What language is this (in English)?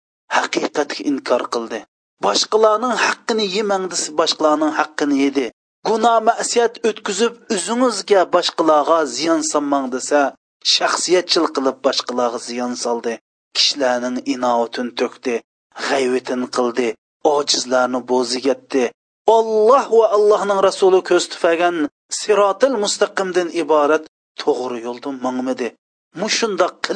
Uyghur